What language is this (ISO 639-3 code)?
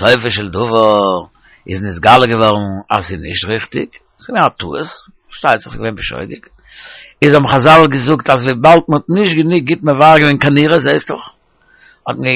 yid